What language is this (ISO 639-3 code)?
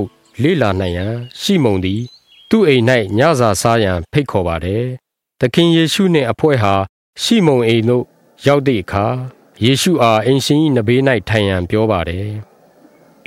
mya